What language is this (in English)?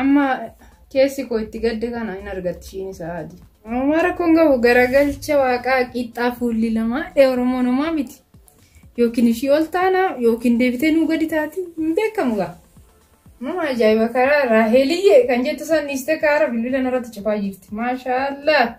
Oromo